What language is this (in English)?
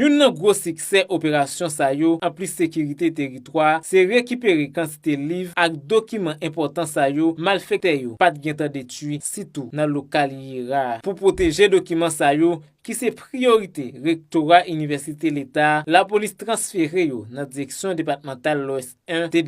Haitian Creole